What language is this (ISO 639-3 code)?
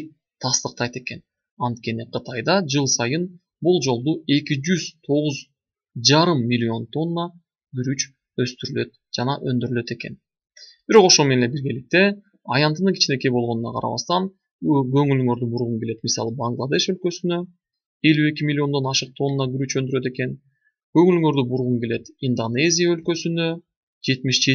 kir